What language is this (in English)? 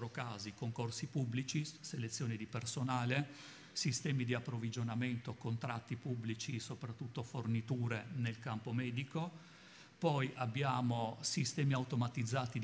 Italian